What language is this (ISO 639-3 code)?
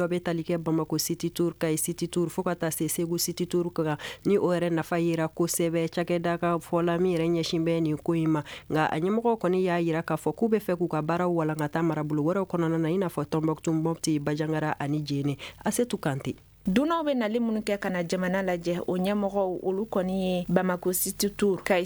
bam